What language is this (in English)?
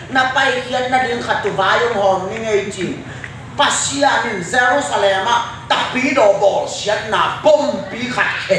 Tedim Chin